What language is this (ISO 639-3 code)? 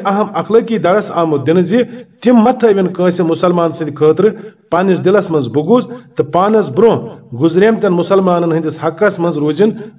kas